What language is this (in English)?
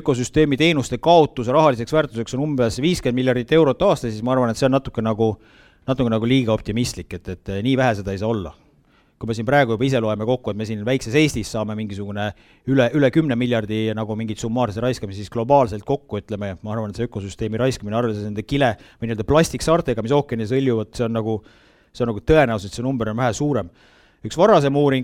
Estonian